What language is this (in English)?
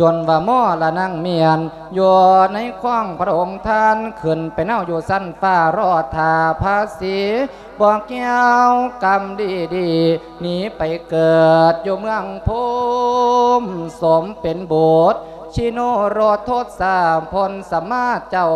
Lao